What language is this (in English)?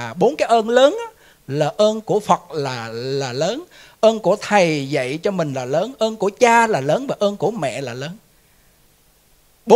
Vietnamese